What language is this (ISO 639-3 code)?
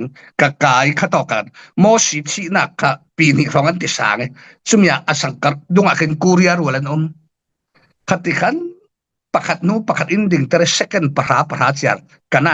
cfm